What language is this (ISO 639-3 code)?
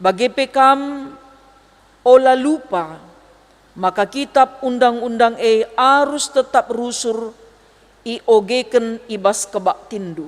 btx